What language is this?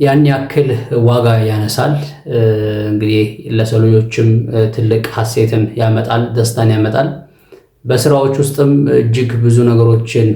Amharic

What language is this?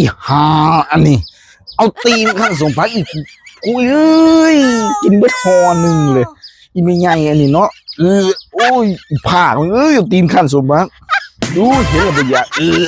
Lao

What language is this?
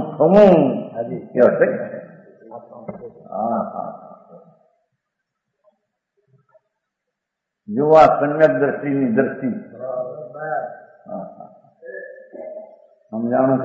Gujarati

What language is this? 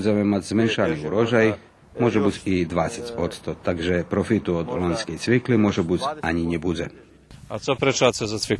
Rusyn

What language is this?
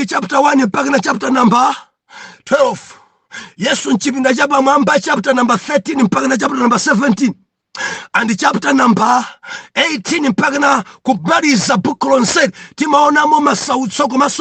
Nyanja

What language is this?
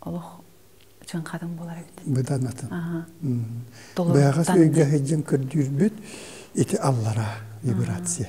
Yakut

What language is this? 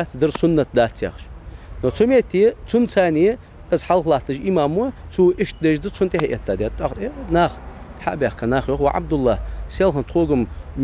Ingush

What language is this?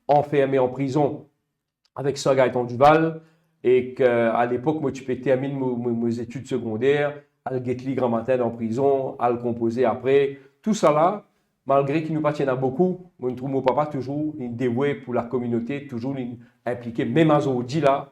Morisyen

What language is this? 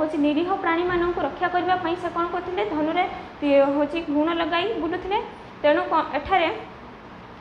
Odia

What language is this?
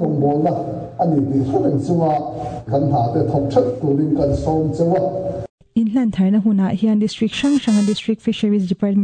Mizo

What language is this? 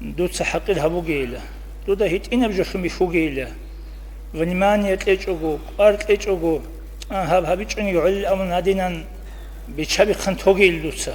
Avaric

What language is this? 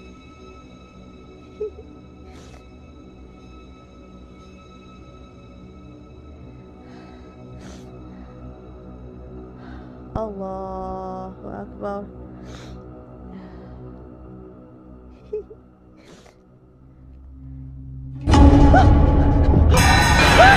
Telugu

